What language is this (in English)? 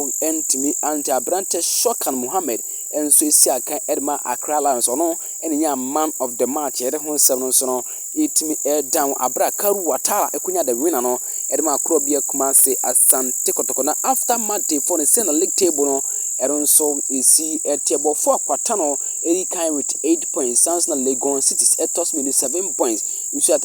Akan